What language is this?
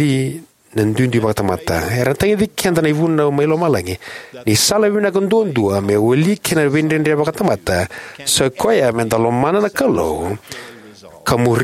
Fijian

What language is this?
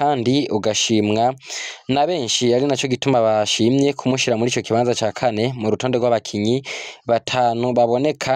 Rundi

